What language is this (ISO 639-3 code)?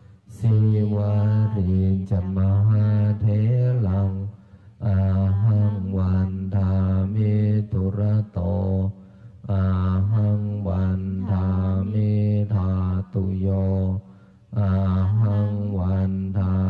pli